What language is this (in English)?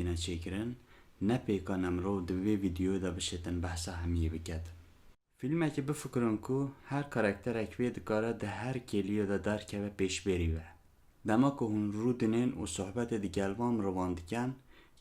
Kurdish